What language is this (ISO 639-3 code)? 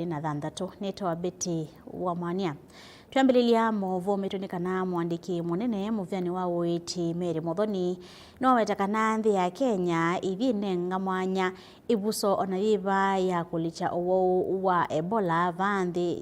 kam